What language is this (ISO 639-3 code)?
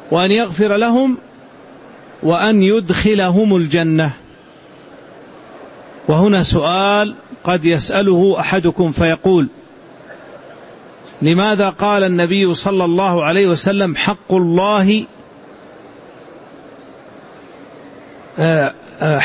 ara